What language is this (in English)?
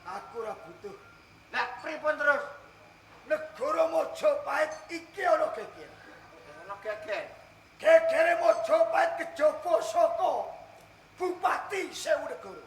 Javanese